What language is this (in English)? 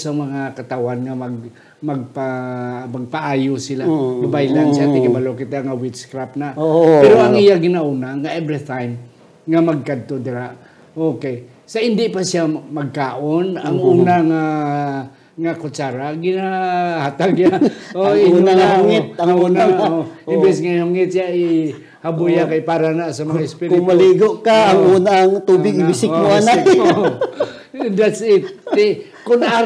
Hiligaynon